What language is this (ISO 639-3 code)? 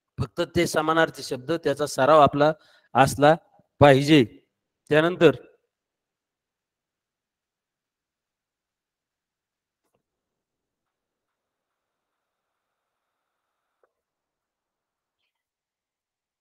mar